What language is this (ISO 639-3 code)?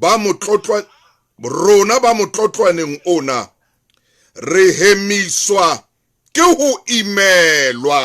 sot